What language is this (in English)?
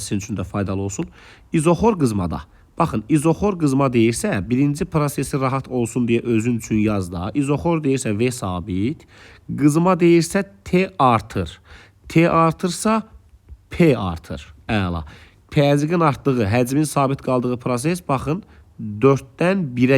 Azerbaijani